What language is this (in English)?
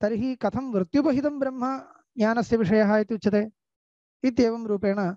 Sanskrit